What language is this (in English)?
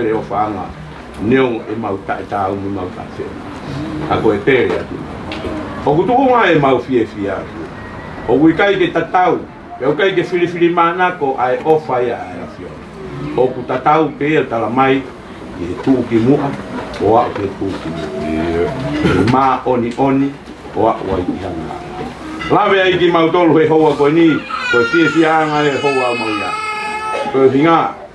Tongan